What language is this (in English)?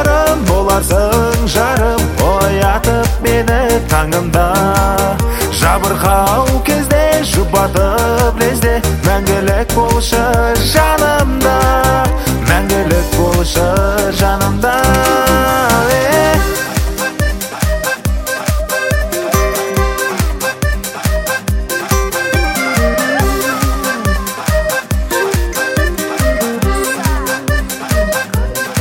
Kazakh